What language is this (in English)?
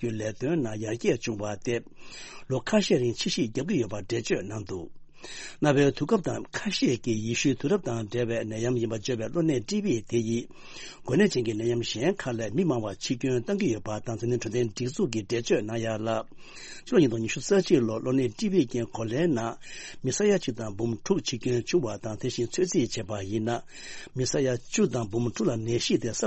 Tibetan